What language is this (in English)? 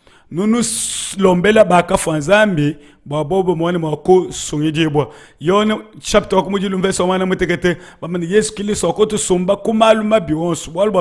Luba-Lulua